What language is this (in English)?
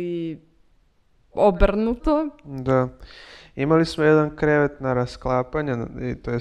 Serbian